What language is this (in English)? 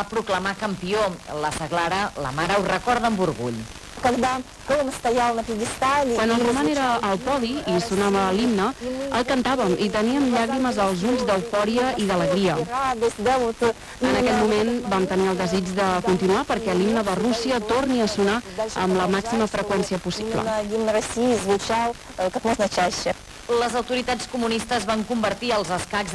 Catalan